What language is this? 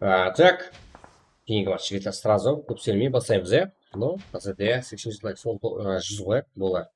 Kara-Kalpak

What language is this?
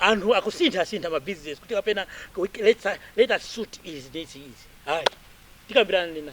Nyanja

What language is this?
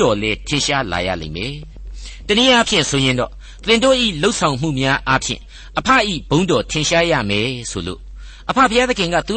Burmese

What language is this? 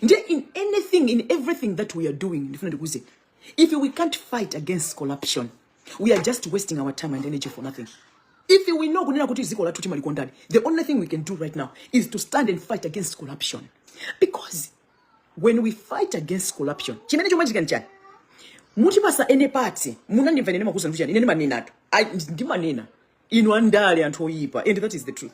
Nyanja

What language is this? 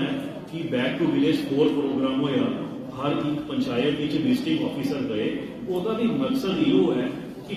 Dogri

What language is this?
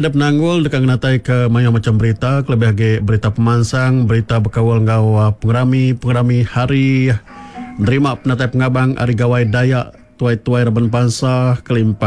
Iban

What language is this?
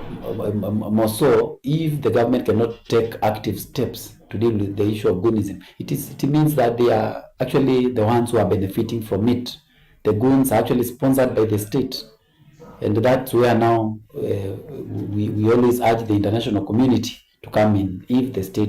Kamba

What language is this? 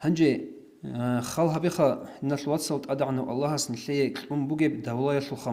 Avaric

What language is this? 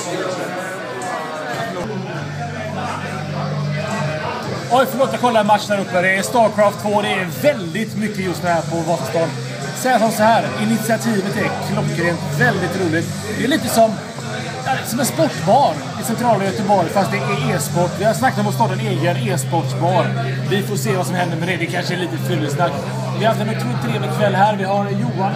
Swedish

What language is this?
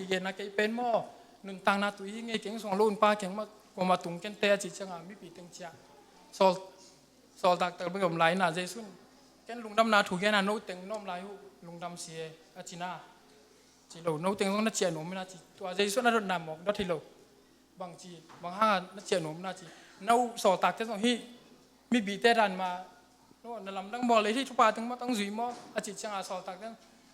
Tedim Chin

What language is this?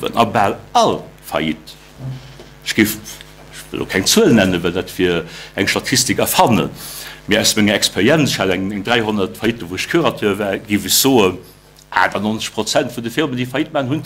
Luxembourgish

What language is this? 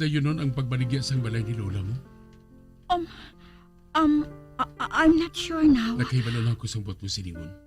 Hiligaynon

